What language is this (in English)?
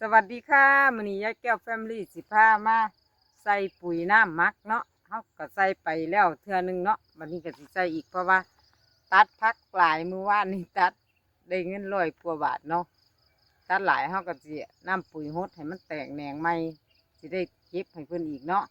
Lao